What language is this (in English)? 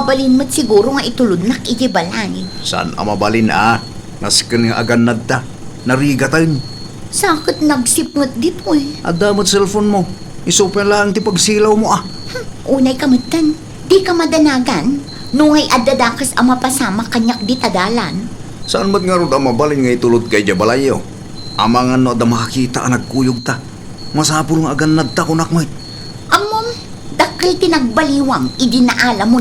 Iloko